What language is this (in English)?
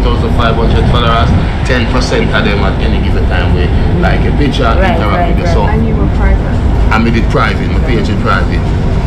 Jamaican Creole English